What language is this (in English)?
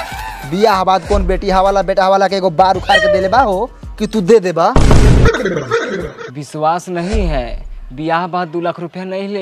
Bhojpuri